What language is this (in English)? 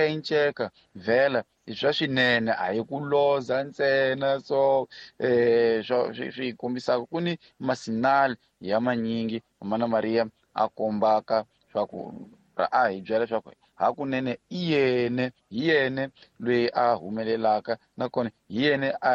Tsonga